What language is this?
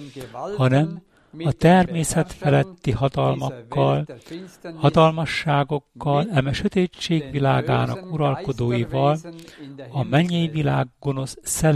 Hungarian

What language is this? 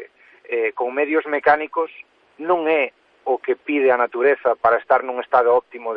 Galician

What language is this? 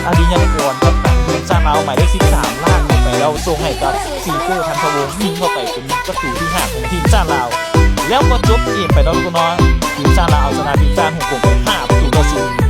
Lao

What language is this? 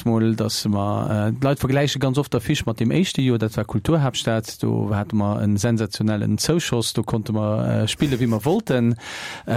Luxembourgish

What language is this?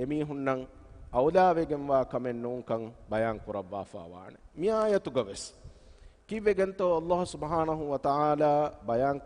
Divehi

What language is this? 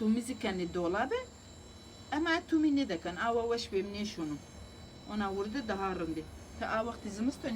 Zaza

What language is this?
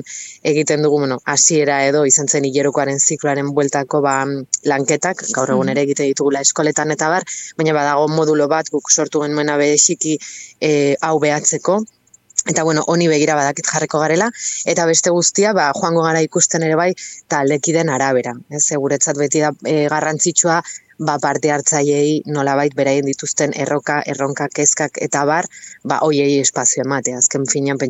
Basque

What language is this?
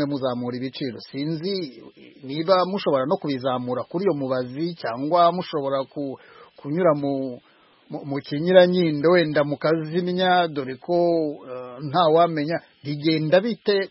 Kinyarwanda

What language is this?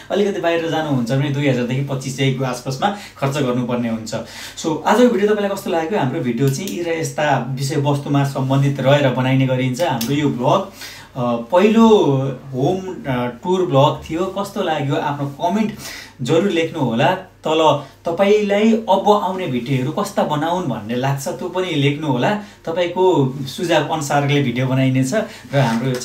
Nepali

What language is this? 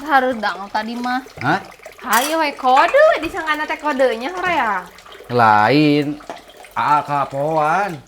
Sundanese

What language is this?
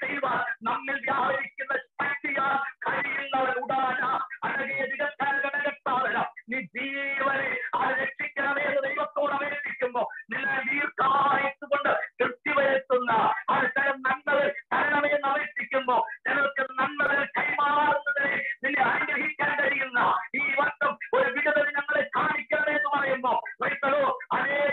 Malayalam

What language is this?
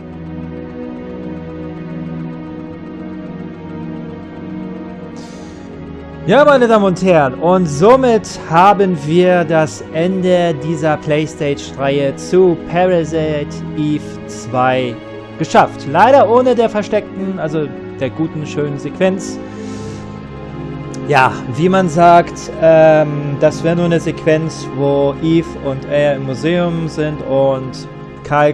German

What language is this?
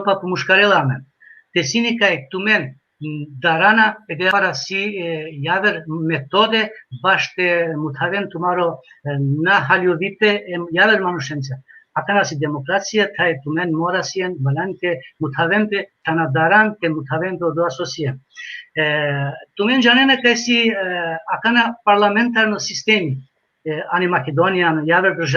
Balkan Romani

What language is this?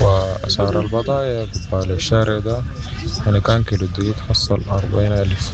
Sudanese Arabic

